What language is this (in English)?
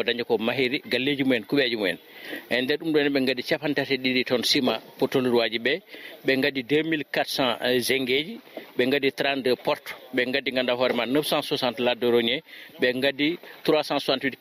Fula